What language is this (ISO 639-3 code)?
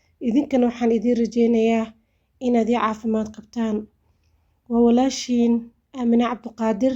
som